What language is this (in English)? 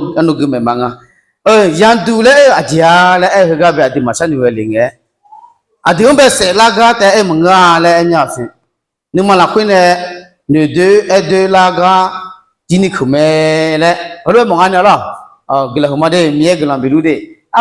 Akha